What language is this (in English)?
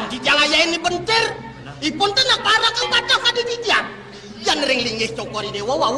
Balinese